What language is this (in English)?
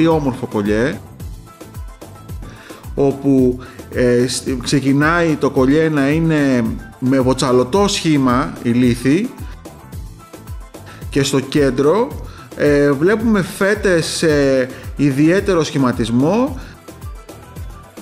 Greek